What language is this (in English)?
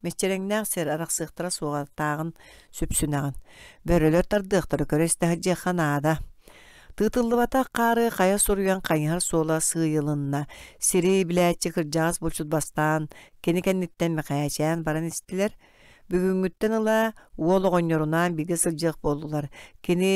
Yakut